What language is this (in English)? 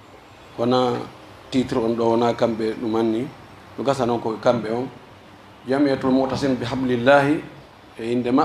Pular